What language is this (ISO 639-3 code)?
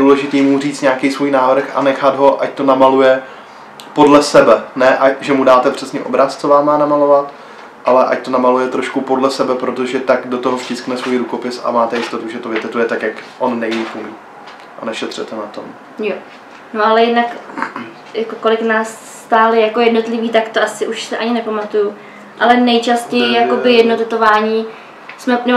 ces